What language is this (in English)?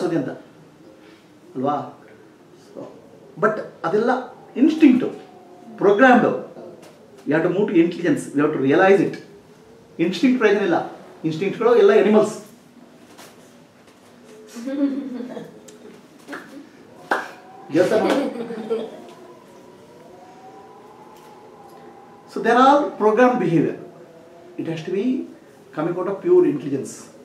Kannada